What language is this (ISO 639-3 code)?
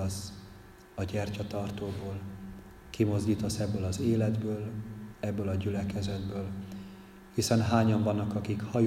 hun